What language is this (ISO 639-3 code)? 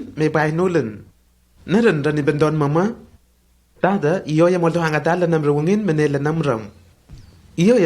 tnl